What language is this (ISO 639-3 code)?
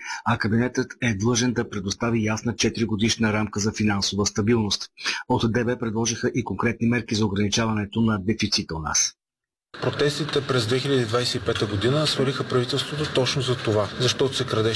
bul